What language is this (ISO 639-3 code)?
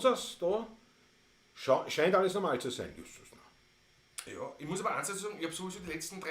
bar